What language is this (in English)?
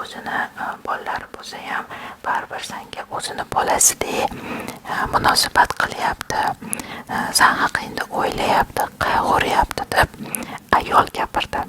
Uzbek